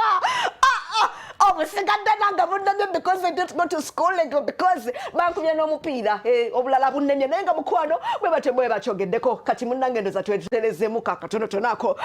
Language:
Ganda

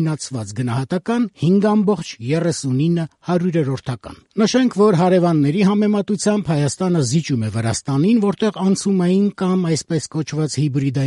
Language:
Armenian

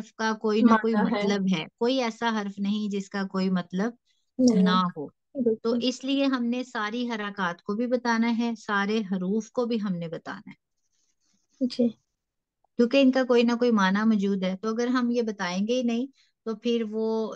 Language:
Urdu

